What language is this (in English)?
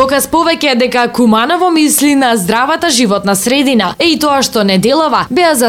Macedonian